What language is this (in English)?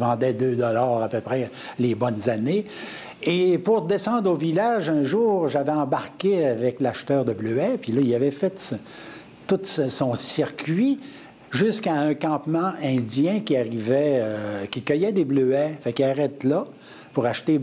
French